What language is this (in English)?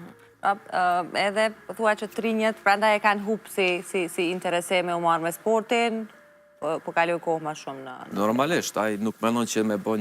Albanian